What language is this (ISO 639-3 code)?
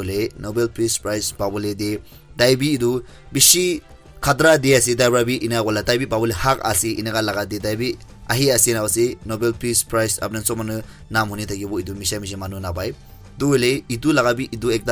nag